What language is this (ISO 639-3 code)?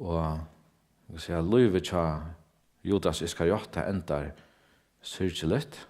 fao